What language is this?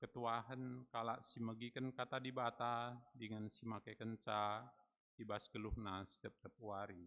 Batak Karo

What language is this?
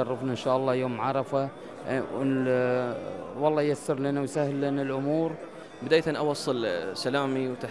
Gulf Arabic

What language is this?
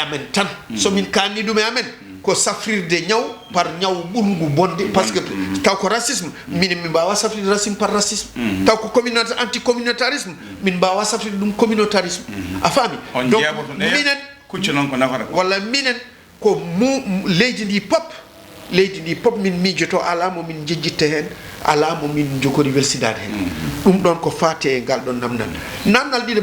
Fula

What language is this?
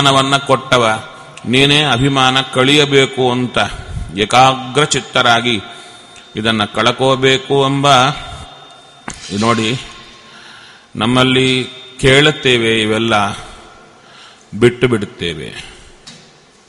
Kannada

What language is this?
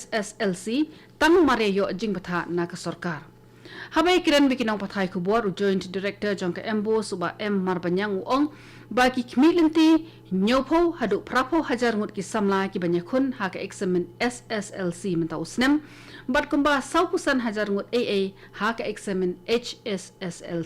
Khasi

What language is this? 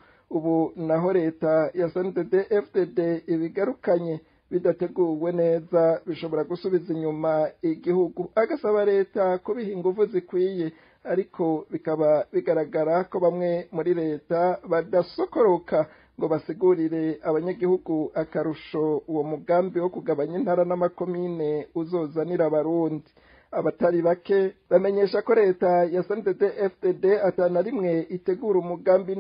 Rundi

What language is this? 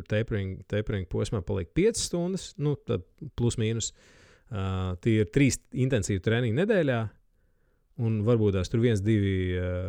Latvian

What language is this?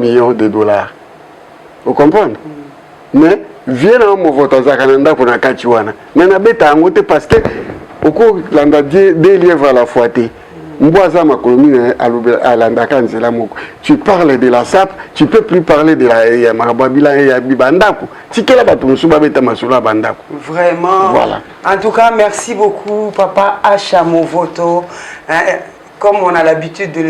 Lingala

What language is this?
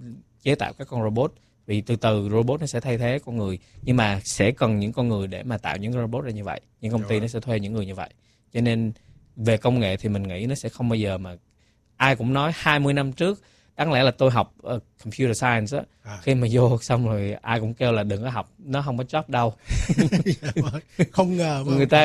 Vietnamese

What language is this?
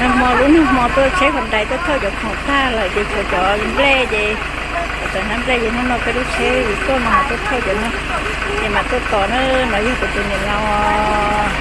Hmong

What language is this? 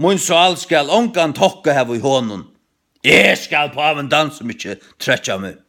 Faroese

